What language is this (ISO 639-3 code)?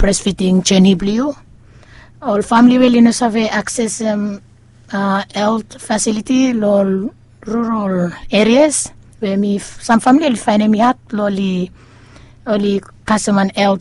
bis